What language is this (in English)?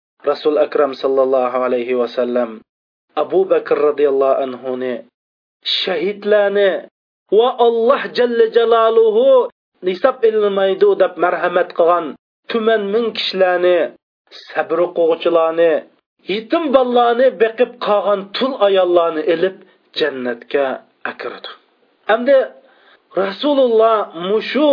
Uyghur